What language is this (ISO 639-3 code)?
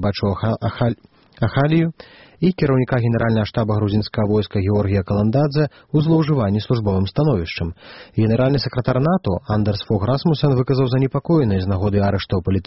bel